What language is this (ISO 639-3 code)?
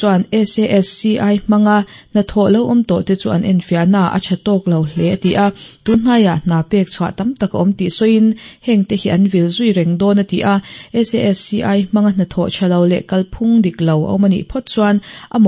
lus